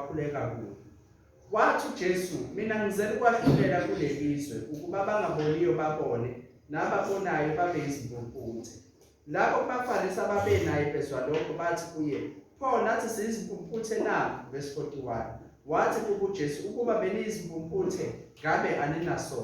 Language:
Zulu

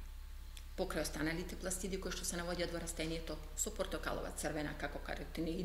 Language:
Macedonian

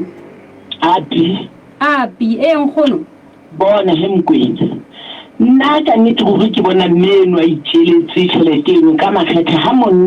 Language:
Southern Sotho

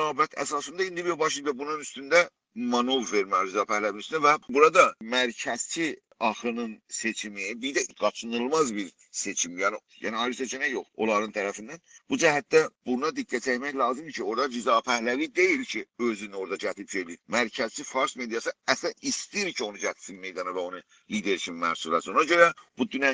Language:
South Azerbaijani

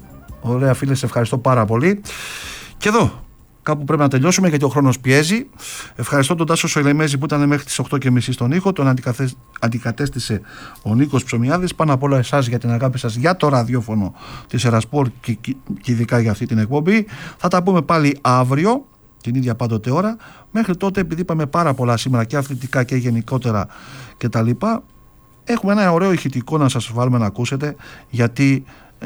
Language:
Greek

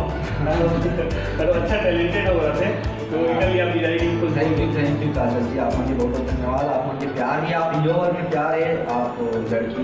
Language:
Chhattisgarhi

